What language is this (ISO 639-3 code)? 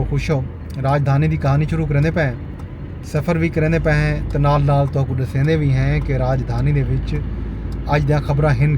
skr